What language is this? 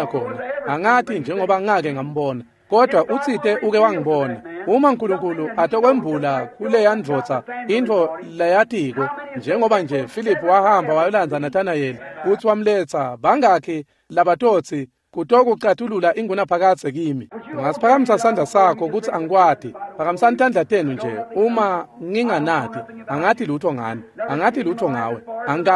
Swati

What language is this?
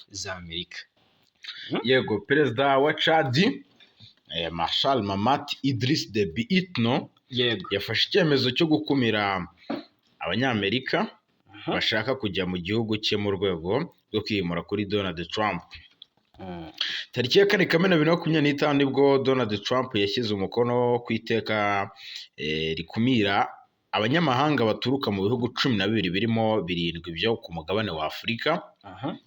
Kinyarwanda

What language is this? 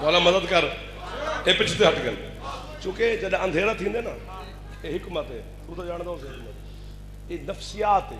Saraiki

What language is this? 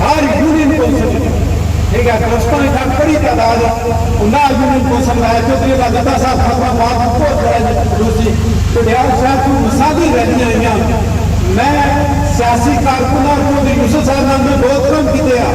Pahari-Potwari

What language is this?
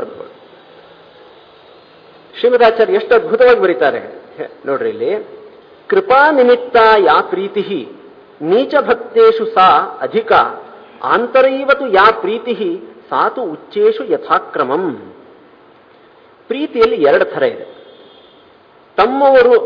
Kannada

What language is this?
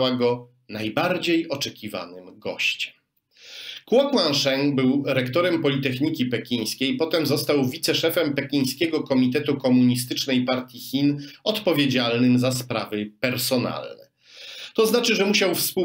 Polish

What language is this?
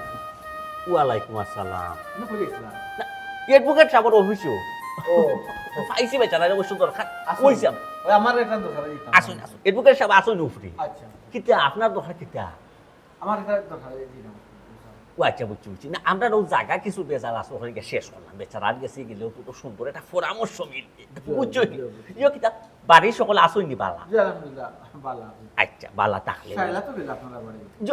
Sylheti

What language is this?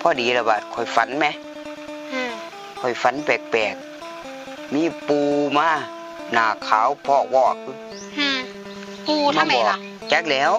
Northeastern Thai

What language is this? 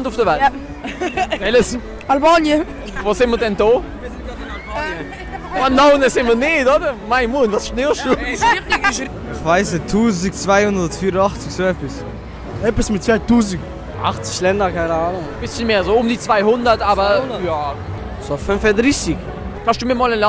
Swiss German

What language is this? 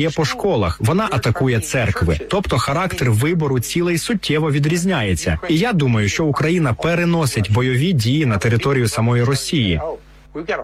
Ukrainian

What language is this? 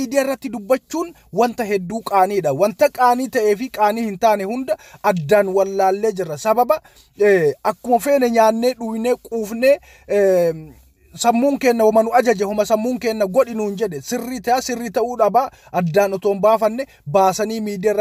Oromo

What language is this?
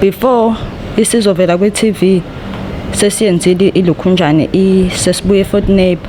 Zulu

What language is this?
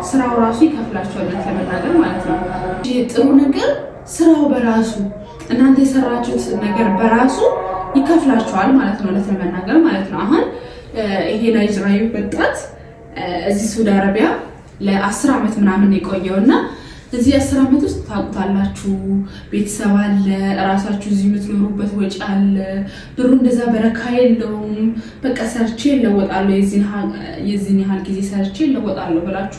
Amharic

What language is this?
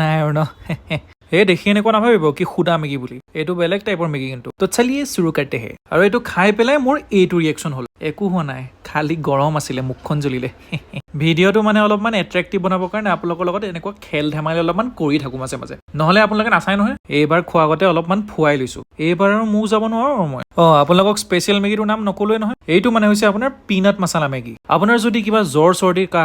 Assamese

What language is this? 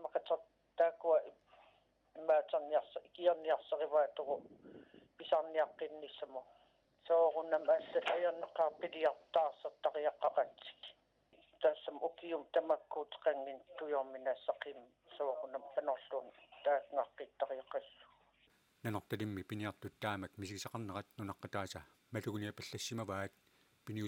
Kalaallisut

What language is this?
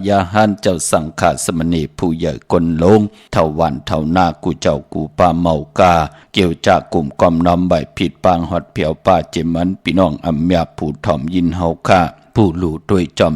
Shan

